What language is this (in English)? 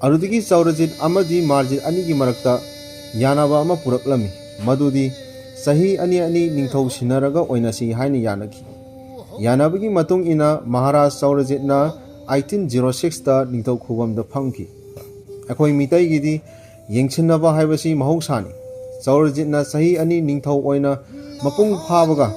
Manipuri